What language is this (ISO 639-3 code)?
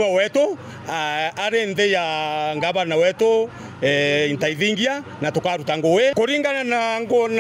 mer